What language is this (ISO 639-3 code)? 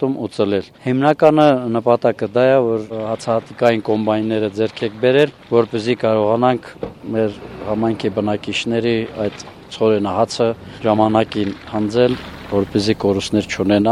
hye